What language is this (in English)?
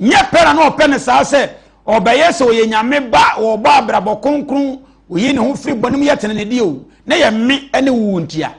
Akan